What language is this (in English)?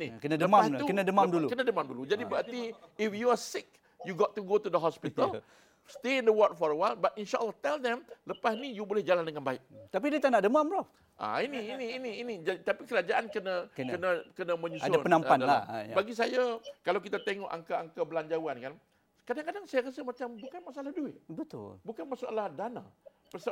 Malay